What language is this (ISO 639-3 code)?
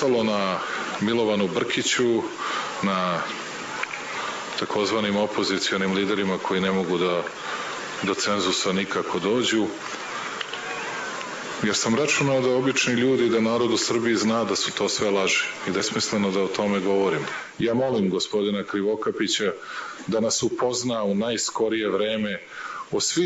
bos